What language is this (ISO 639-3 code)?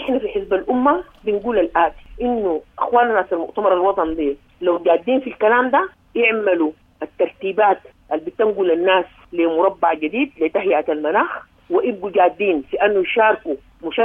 apd